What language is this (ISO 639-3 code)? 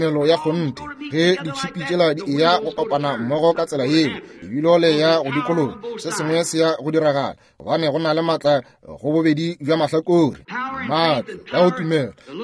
nso